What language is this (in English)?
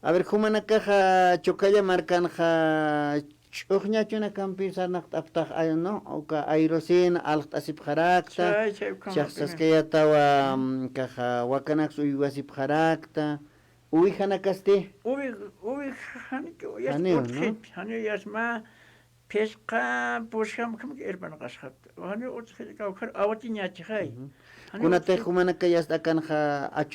Aymara